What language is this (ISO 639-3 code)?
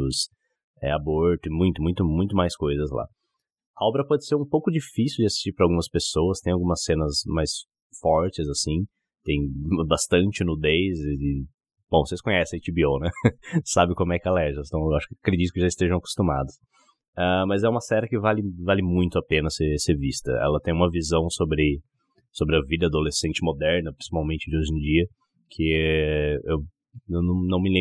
por